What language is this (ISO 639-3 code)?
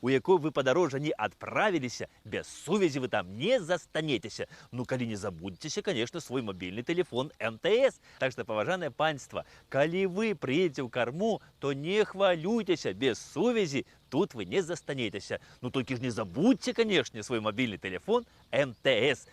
bel